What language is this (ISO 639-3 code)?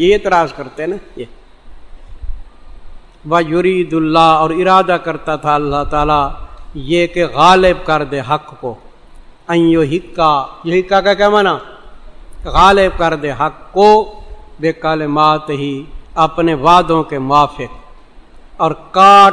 urd